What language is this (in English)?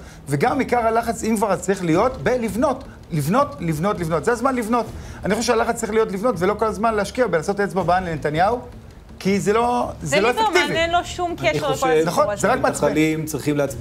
Hebrew